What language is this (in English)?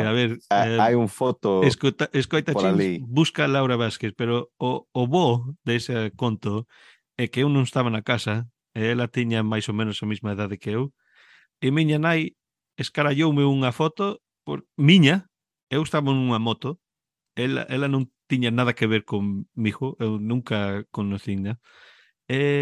Galician